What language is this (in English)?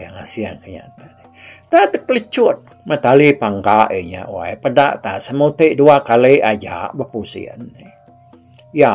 Iban